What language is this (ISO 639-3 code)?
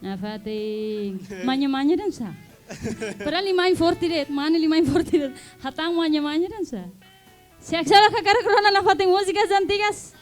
tet